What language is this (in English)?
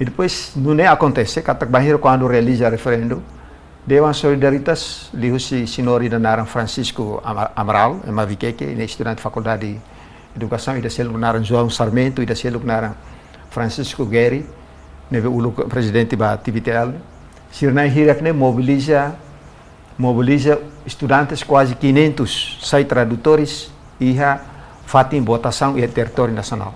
Tetum